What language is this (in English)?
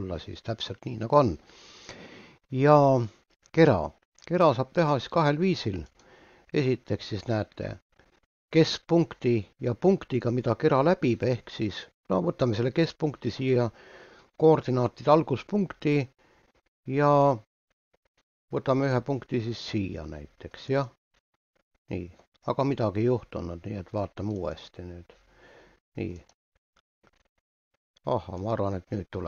Estonian